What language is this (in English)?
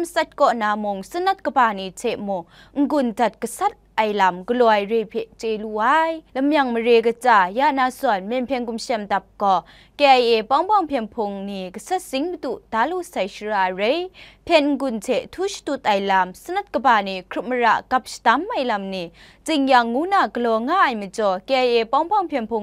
Kachin